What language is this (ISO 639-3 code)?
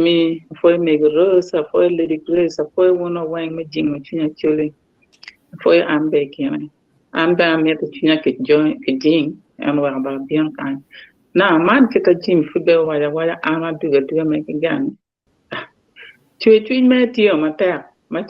ach